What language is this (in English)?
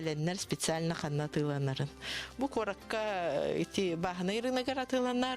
Yakut